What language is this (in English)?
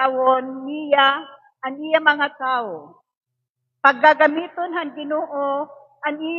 Waray